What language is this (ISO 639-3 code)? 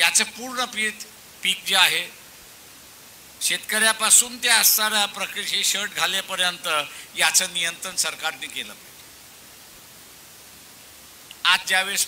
mar